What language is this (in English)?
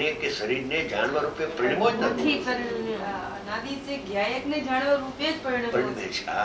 Gujarati